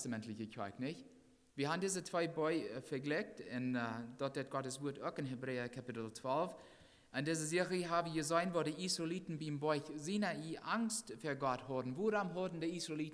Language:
Plautdietsch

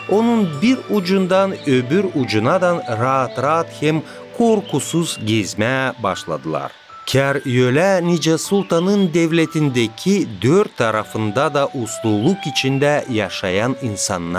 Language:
Gagauz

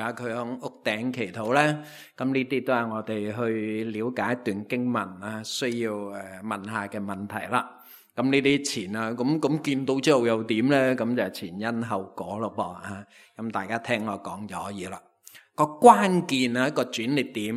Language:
Cantonese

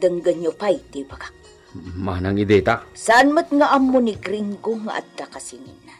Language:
Iloko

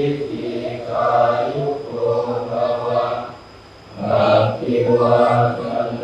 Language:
Northeastern Thai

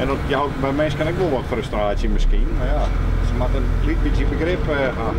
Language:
Western Frisian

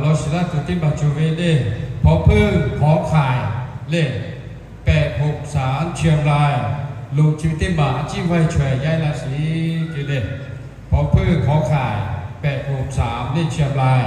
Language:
Lahu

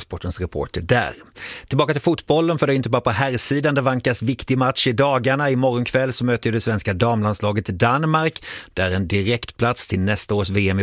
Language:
Swedish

